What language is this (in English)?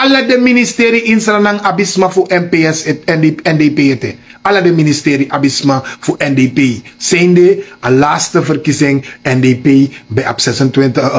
Sranan Tongo